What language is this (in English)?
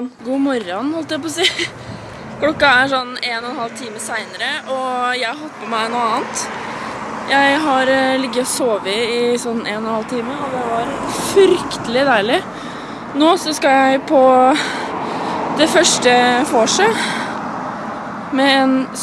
Norwegian